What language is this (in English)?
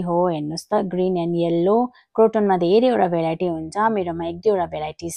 Nepali